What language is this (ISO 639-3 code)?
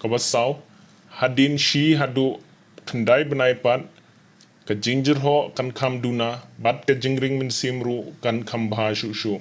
kha